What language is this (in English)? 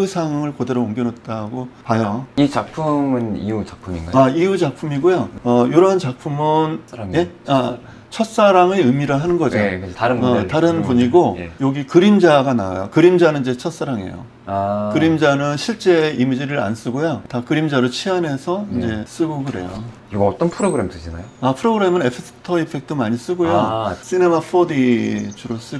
Korean